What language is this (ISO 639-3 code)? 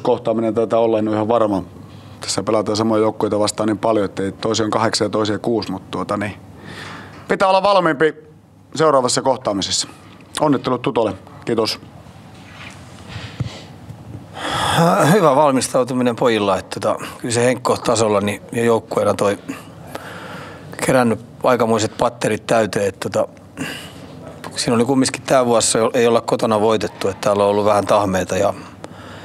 fin